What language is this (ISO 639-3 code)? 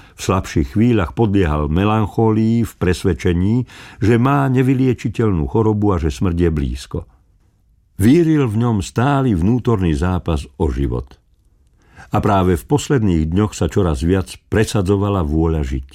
slk